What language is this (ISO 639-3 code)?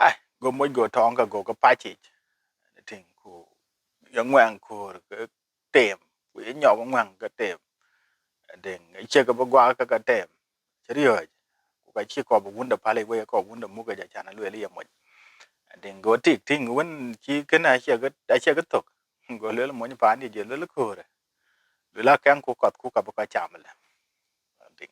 din